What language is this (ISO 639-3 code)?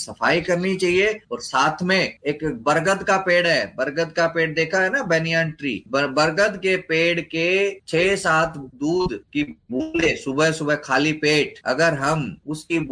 hin